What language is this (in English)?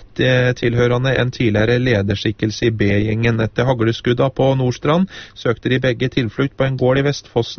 Norwegian